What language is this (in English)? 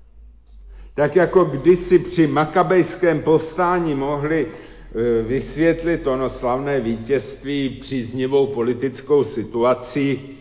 Czech